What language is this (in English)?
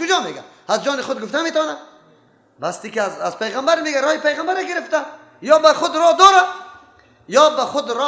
Persian